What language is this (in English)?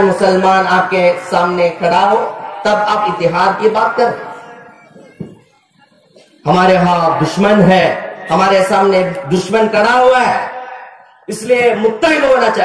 Urdu